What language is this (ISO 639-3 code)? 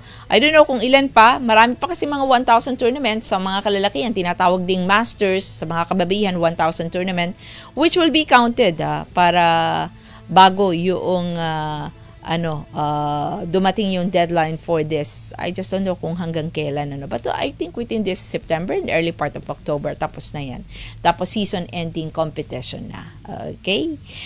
fil